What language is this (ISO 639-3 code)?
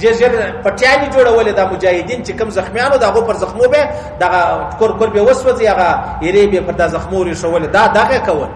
pus